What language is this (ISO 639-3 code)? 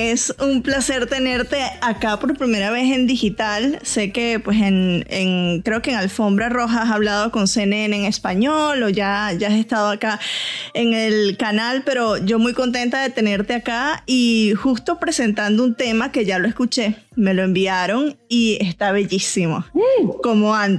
spa